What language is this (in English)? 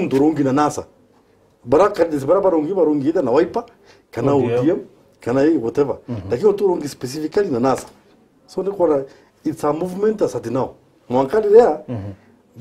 Meru